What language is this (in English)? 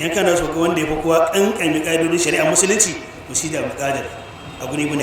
Hausa